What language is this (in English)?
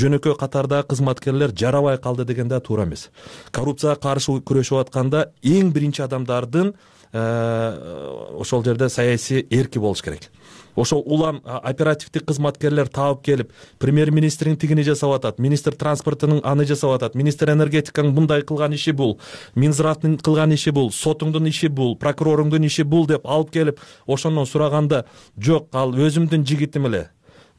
Kyrgyz